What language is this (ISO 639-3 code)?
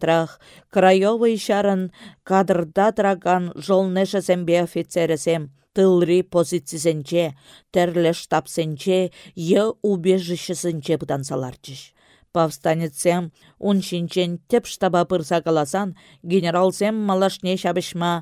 chv